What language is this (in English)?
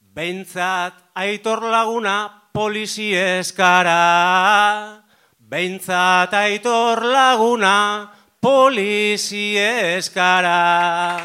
Basque